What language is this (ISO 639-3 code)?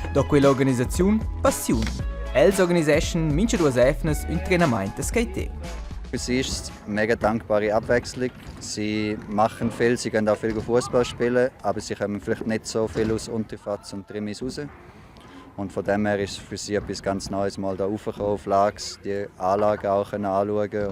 roh